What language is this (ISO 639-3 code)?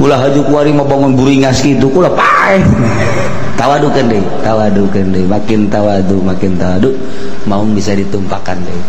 sun